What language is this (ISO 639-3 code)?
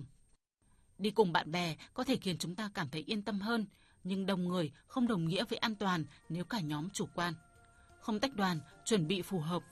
vie